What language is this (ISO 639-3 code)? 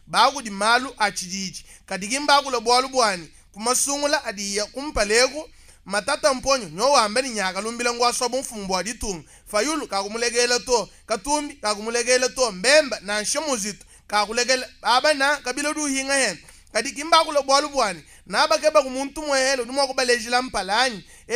lua